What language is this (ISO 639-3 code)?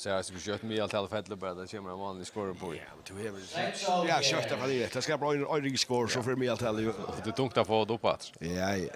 fao